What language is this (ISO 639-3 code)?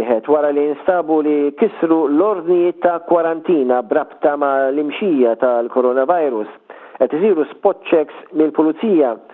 mlt